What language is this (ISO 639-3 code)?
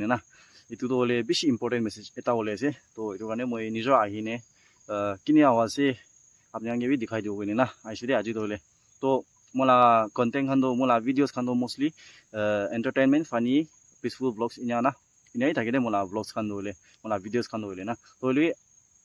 nag